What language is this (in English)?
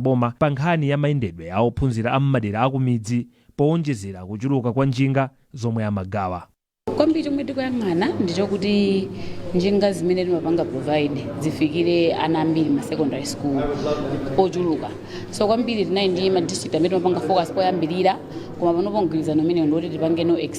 Nyanja